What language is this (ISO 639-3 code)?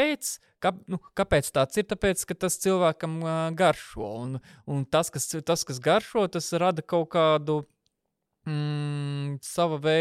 lav